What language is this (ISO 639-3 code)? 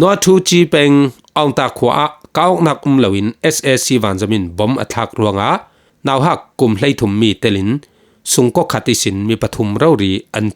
cfm